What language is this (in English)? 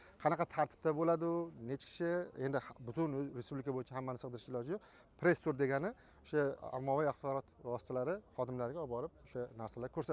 Uzbek